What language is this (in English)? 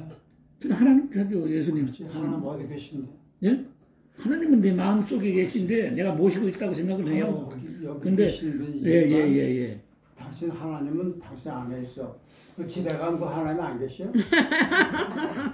Korean